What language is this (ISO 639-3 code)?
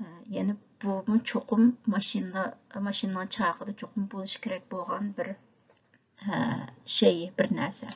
uig